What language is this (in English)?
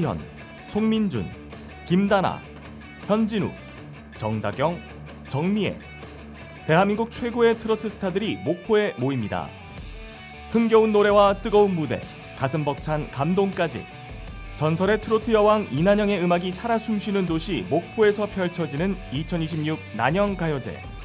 Korean